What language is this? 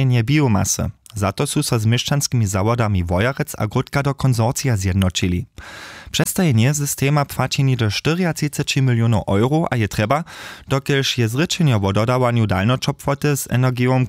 Upper Sorbian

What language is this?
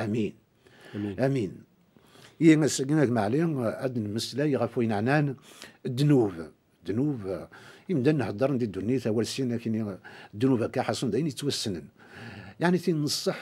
Kabyle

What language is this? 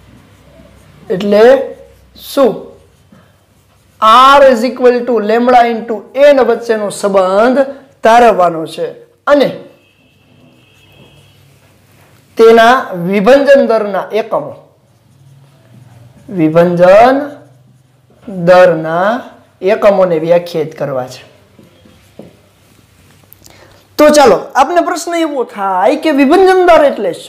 Gujarati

